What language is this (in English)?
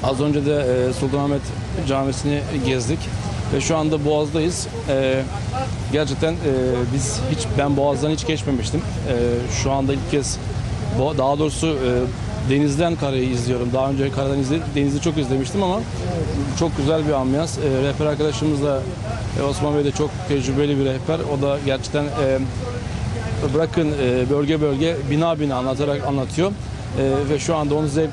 Turkish